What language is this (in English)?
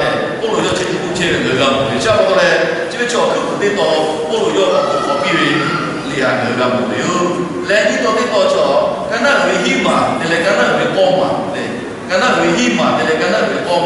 Lahu